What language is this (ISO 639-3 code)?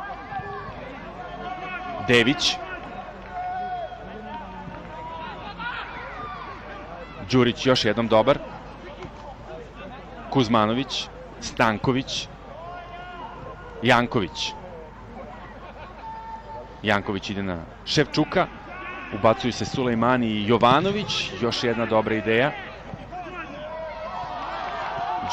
srp